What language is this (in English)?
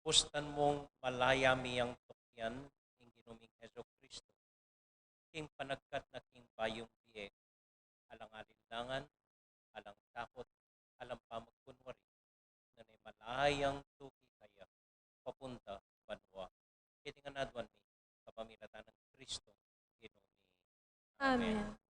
Pampanga